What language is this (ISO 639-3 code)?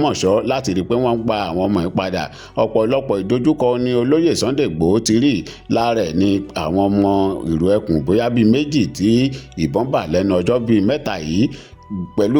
yor